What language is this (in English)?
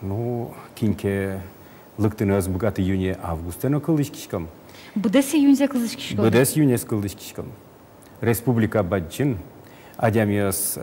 Udmurt